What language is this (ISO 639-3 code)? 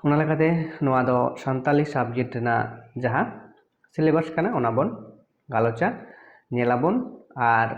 sat